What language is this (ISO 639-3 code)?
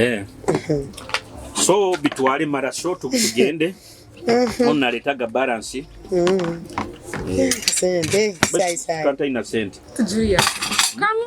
nyo